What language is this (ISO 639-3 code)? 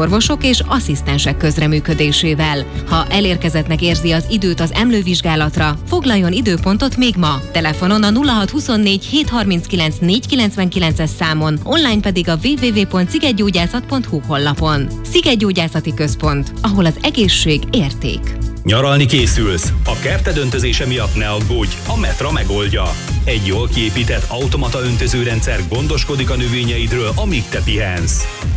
hun